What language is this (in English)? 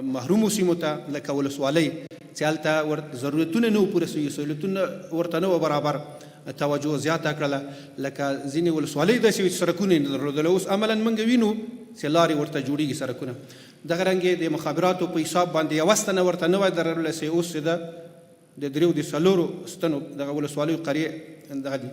Pashto